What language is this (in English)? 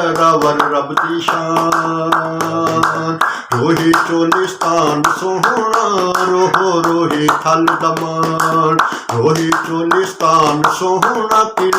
Saraiki